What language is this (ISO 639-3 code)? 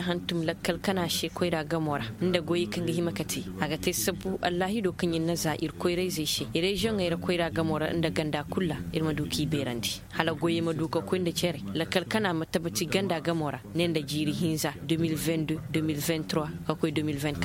ses